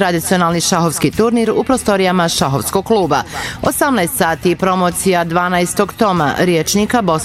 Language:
Bosnian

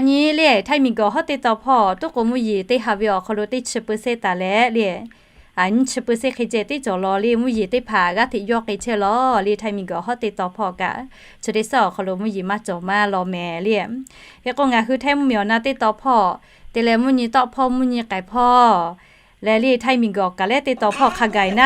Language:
Lahu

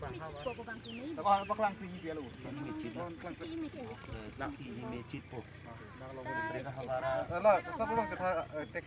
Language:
Karbi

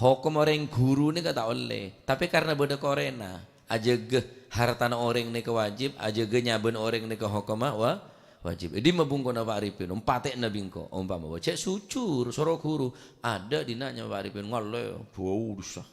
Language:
Madurese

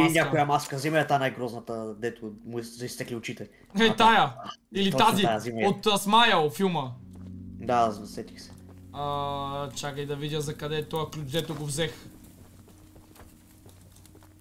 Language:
Bulgarian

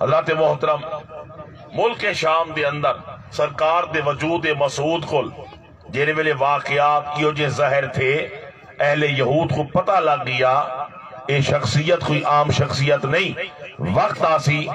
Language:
Saraiki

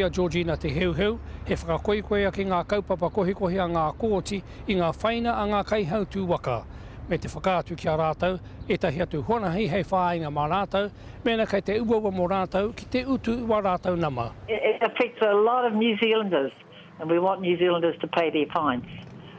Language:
Māori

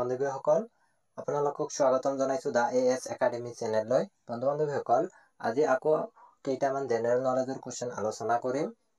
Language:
Assamese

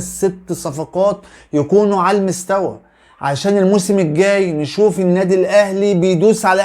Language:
Egyptian Arabic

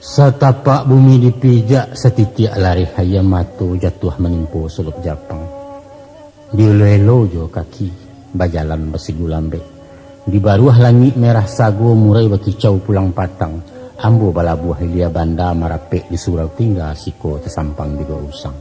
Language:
Minangkabau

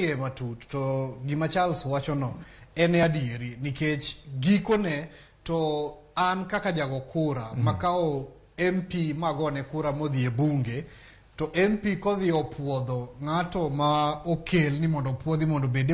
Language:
Luo (Kenya and Tanzania)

